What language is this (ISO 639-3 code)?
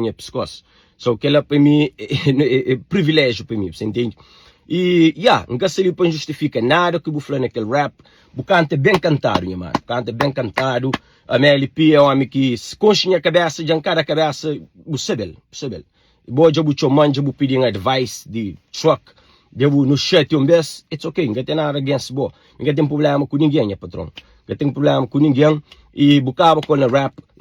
kea